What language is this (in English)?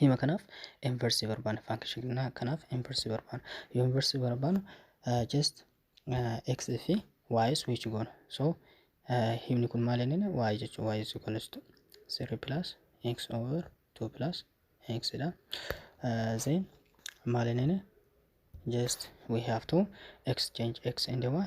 Oromo